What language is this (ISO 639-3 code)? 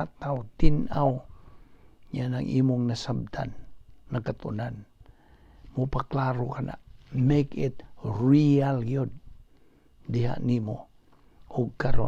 ceb